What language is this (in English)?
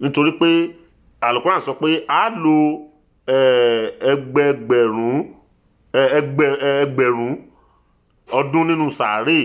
Yoruba